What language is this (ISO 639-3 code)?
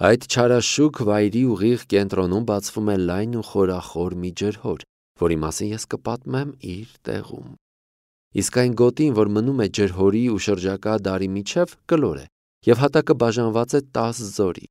hye